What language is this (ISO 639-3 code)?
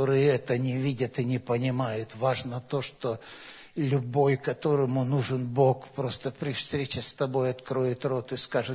rus